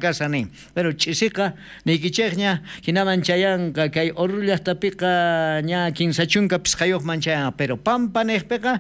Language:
South Bolivian Quechua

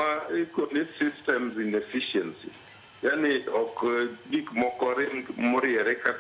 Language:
Luo (Kenya and Tanzania)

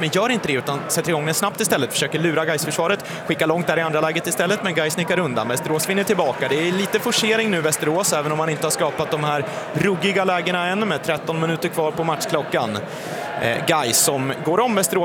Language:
Swedish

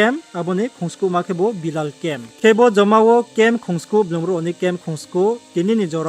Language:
Riang (India)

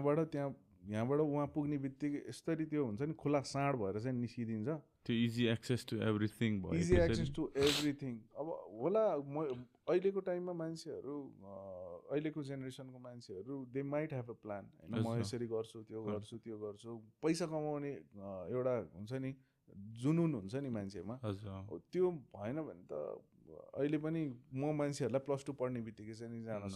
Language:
Nepali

